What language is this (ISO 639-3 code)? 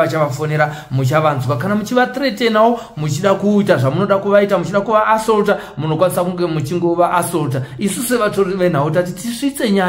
sna